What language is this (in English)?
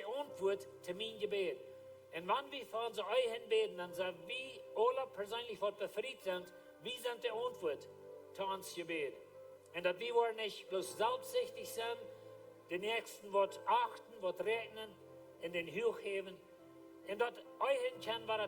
Plautdietsch